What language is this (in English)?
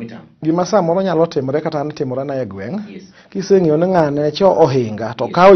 Luo (Kenya and Tanzania)